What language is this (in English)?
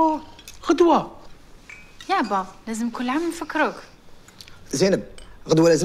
Algerian Arabic